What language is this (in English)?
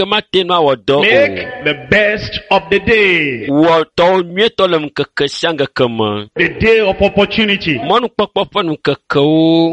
Ewe